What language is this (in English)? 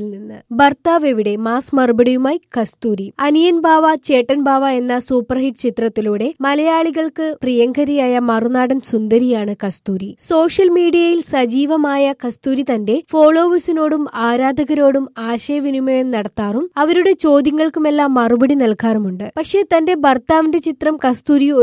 Malayalam